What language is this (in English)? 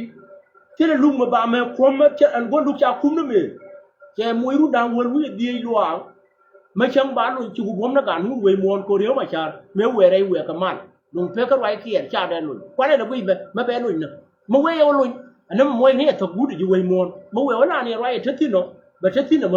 Nuer